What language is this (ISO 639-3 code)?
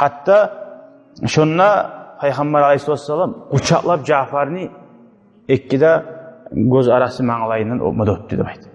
kum